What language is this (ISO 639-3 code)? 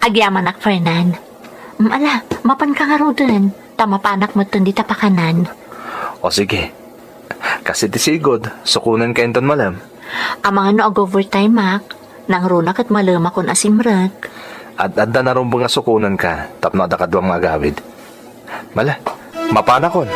ilo